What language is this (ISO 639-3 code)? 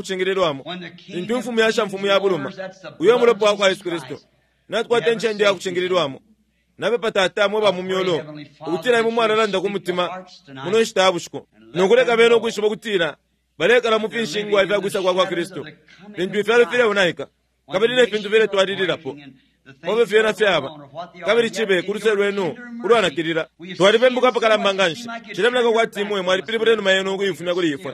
bem